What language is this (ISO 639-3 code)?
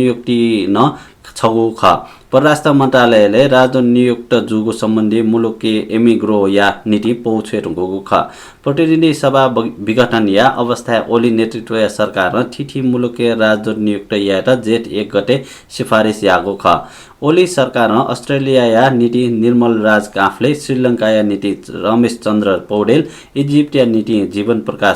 new